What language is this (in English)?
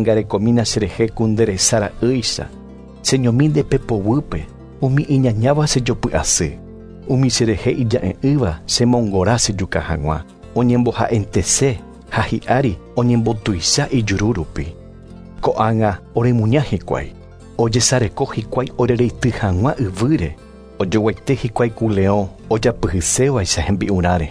Guarani